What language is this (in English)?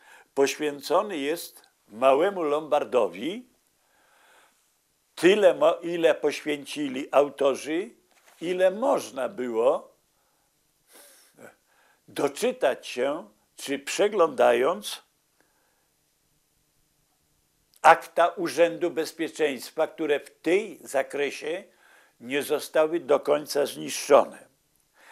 Polish